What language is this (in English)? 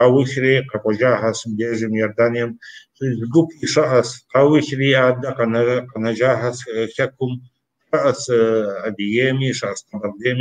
Kabardian